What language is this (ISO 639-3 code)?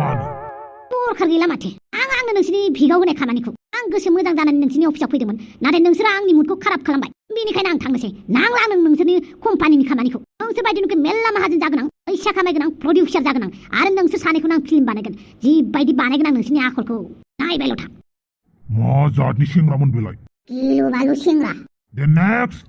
brx